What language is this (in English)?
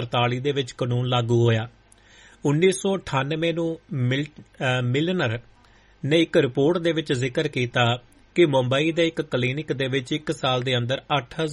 Punjabi